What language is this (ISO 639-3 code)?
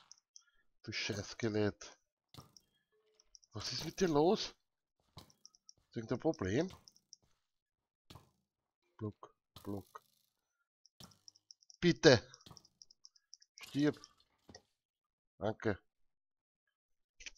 deu